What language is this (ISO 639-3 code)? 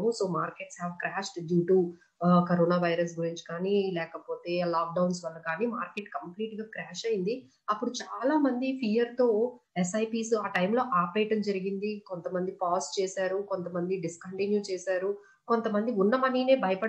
tel